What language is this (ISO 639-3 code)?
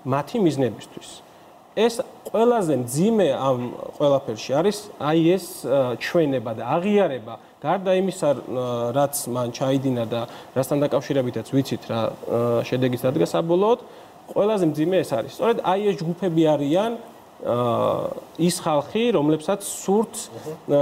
kat